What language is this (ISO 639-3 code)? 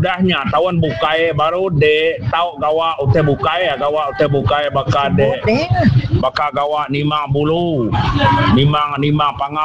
iba